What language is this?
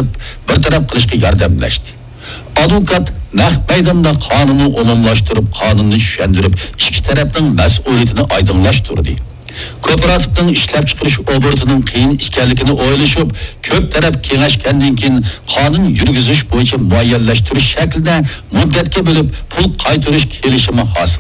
Uyghur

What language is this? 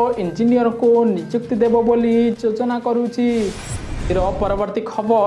Odia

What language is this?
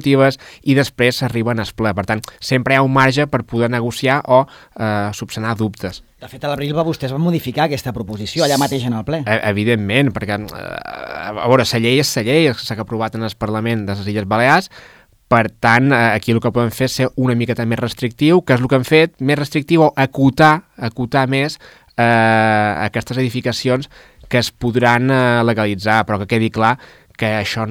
Catalan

